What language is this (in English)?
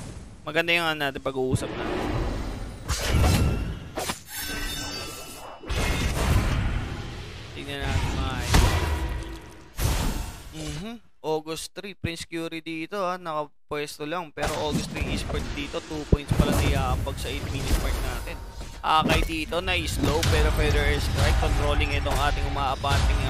Filipino